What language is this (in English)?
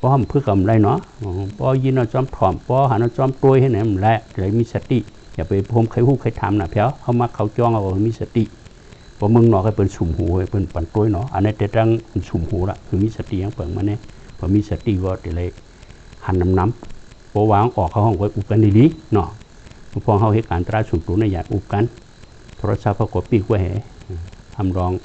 Shan